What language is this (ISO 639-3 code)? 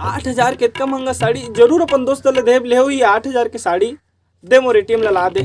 hne